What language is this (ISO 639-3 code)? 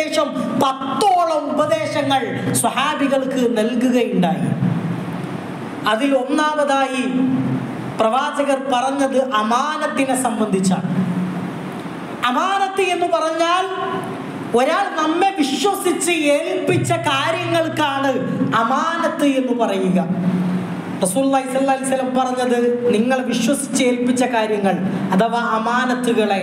mal